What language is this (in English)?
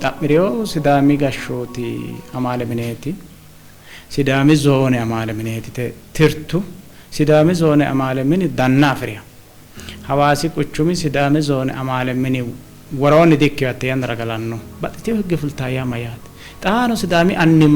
Sidamo